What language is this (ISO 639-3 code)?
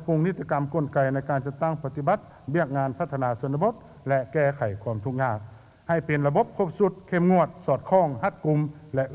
lao